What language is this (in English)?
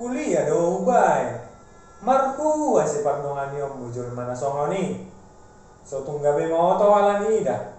Batak Toba